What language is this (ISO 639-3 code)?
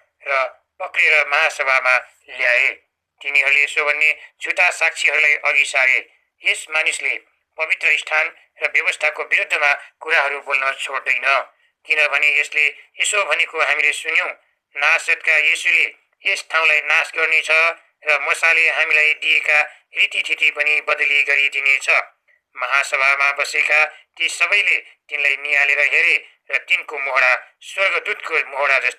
nep